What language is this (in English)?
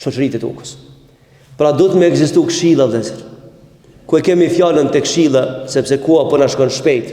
Albanian